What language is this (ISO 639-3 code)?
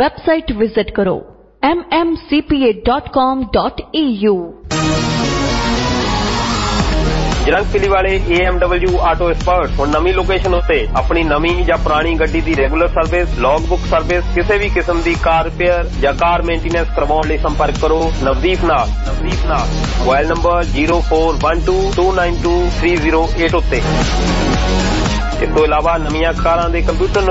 pan